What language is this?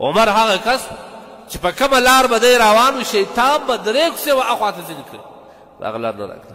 Pashto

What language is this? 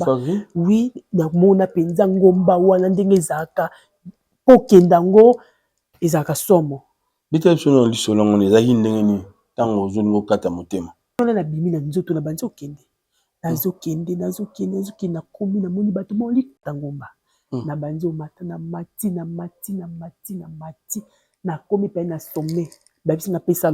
Lingala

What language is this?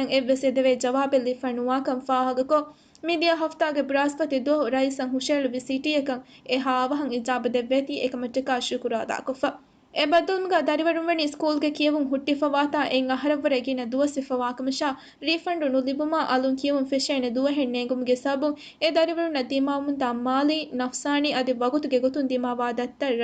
Divehi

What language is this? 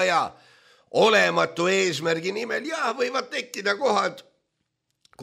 Estonian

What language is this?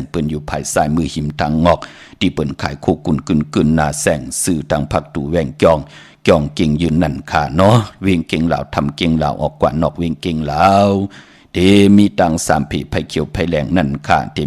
Shan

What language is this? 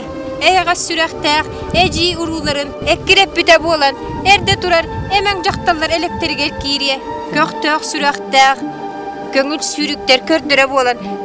Yakut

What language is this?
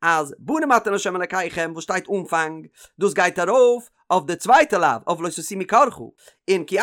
Yiddish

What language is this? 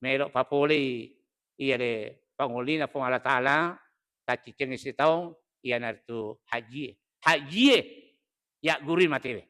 Buginese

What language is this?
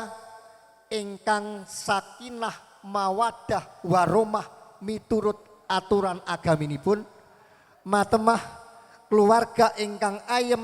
Javanese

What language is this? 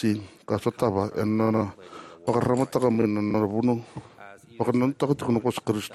Fijian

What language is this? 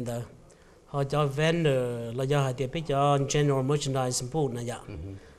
Hmong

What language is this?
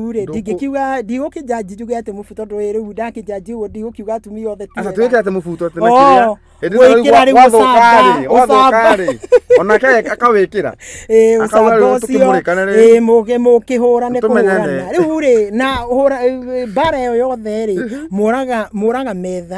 Kikuyu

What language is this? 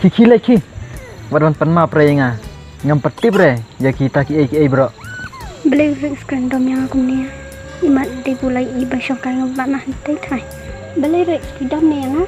Khasi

